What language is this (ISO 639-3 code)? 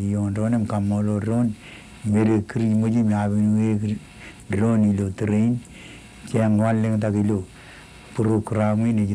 mah